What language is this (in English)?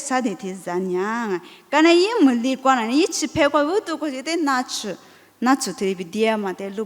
Lisu